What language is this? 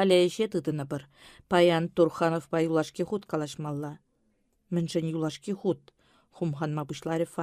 Chuvash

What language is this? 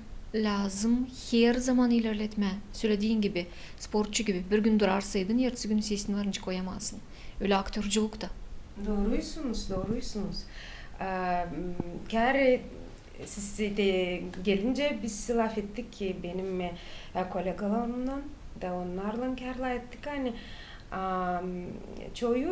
Gagauz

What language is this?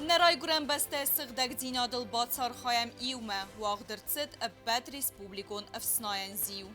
Ossetic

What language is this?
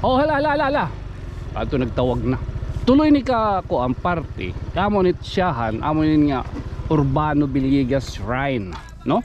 Waray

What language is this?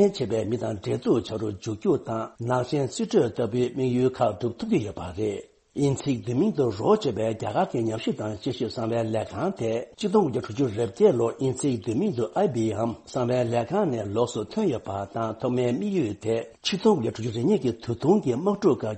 Tibetan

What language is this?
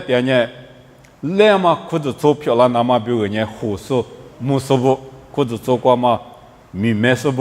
Lisu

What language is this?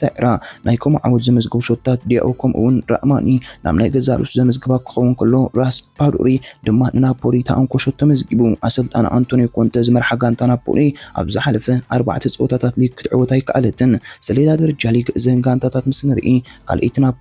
Tigrinya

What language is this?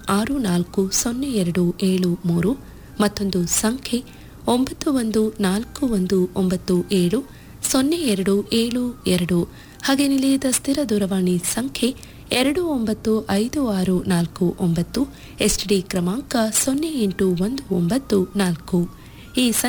Kannada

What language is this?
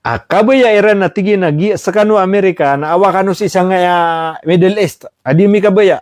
Maranao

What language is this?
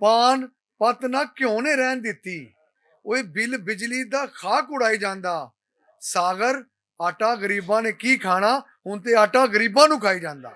Western Panjabi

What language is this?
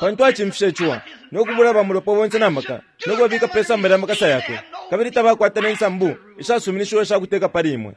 Bemba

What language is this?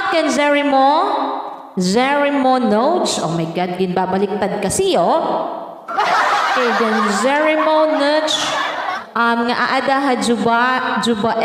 Waray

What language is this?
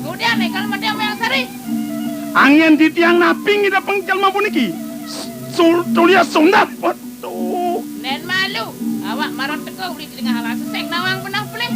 Balinese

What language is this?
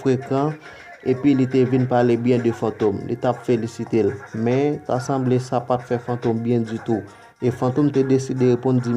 Haitian Creole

